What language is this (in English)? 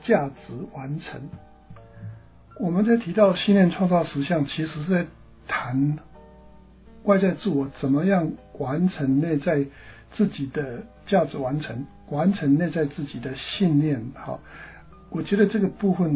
Chinese